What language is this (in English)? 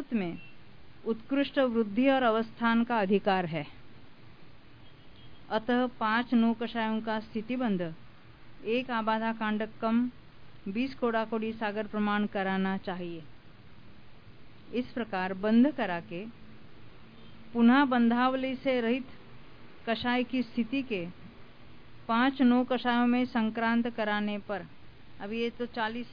Hindi